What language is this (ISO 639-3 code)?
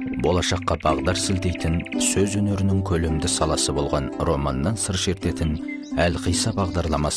kaz